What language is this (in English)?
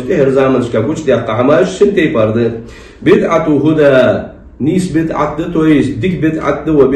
Ingush